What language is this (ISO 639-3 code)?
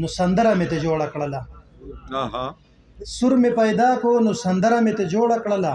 pus